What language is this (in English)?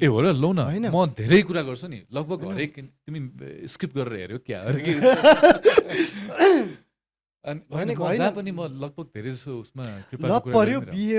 Nepali